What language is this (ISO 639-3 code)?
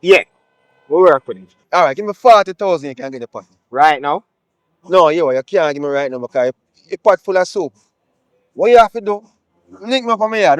jam